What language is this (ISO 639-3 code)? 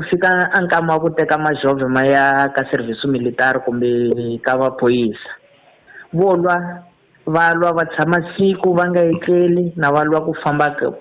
tso